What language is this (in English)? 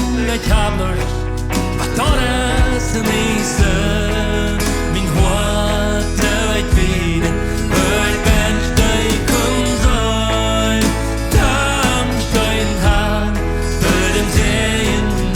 Plautdietsch